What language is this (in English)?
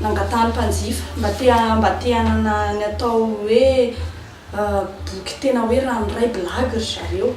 Malagasy